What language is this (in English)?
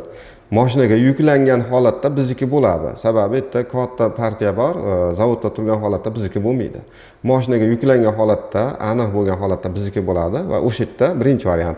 Uzbek